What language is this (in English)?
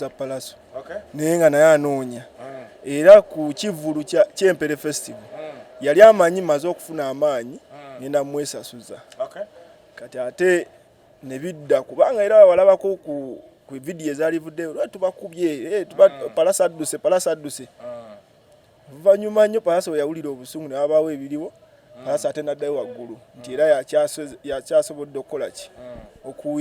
Ganda